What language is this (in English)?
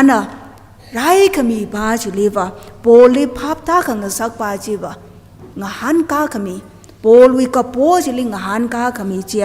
Tangkhul Naga (India)